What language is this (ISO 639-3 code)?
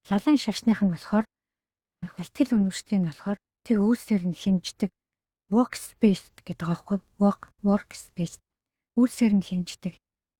mon